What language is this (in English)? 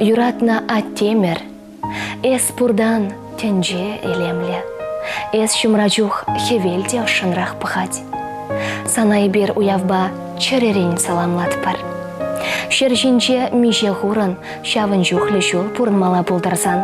Chuvash